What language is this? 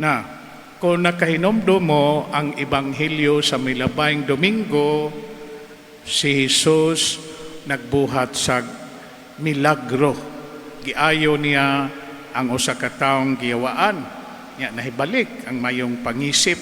Cebuano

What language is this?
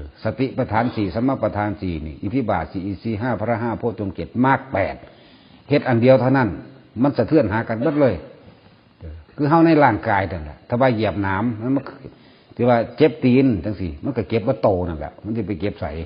Northeastern Thai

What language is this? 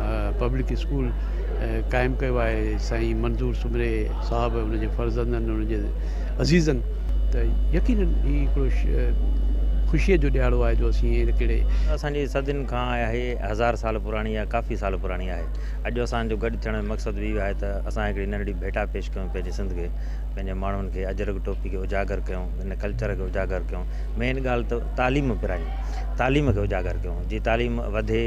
Sindhi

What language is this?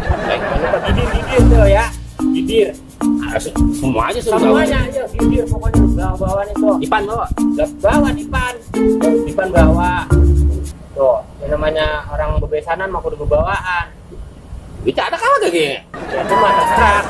Betawi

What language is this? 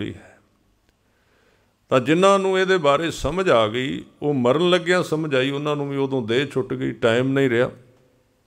Punjabi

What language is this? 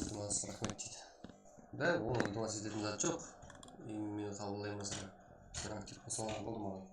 Kara-Kalpak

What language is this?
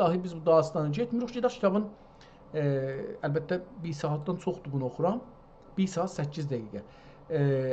South Azerbaijani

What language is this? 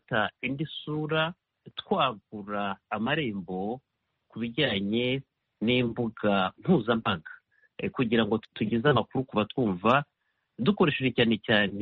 Kinyarwanda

